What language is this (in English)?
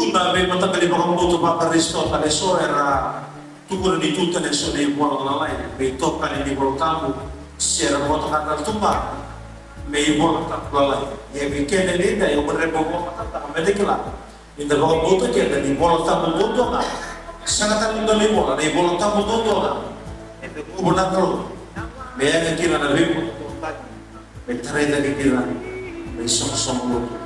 Fijian